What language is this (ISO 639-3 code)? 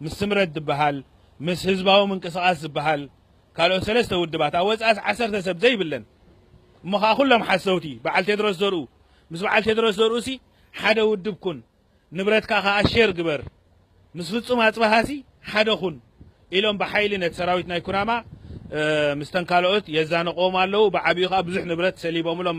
tir